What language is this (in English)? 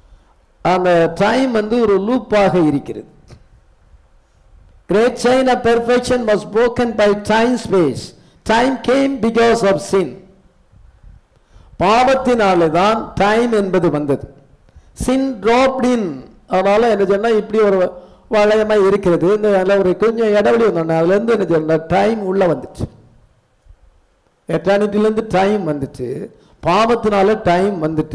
Tamil